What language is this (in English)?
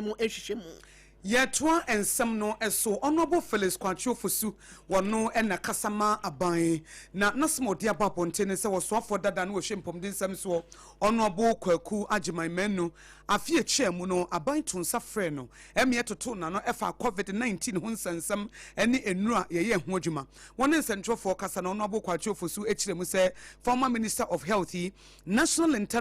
Akan